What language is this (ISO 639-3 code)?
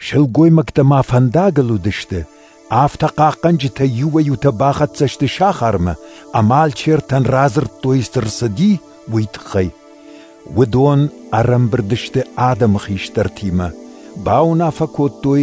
oss